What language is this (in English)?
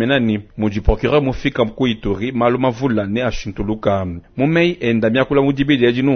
Luba-Lulua